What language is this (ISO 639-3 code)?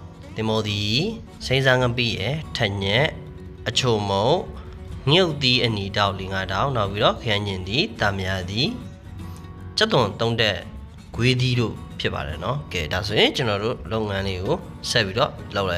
mya